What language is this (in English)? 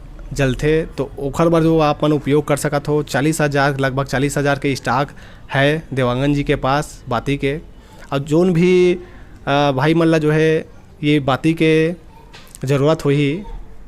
Chhattisgarhi